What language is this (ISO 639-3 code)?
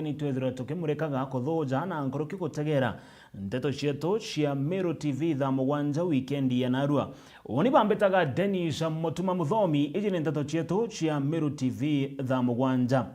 mer